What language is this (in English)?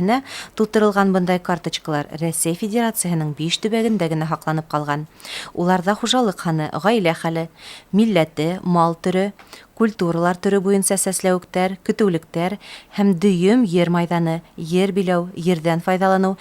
Bashkir